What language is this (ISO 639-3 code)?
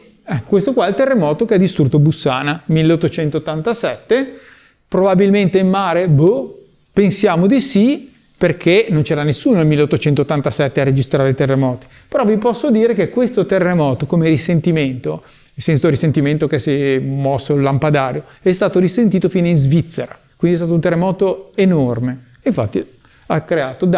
ita